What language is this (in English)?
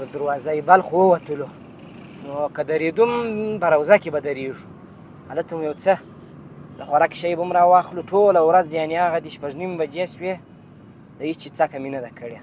Pashto